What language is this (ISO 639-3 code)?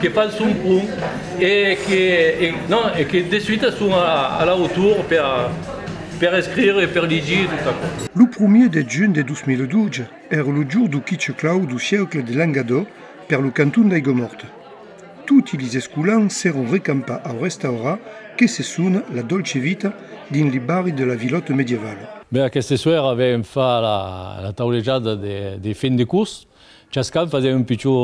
oci